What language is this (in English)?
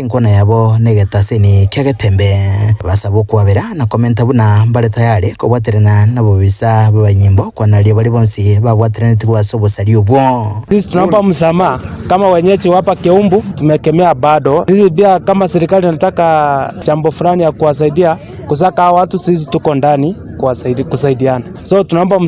Gusii